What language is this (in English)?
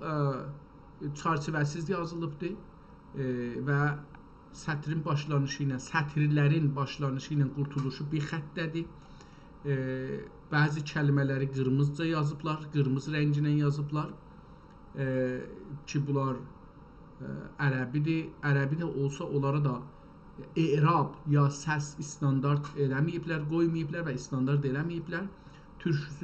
South Azerbaijani